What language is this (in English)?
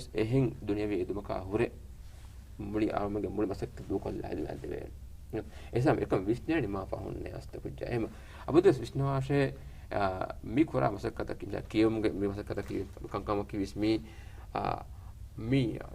Divehi